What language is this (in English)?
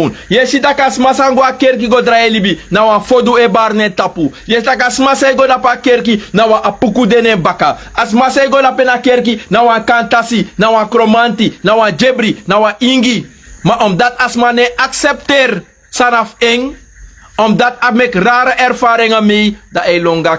Sranan Tongo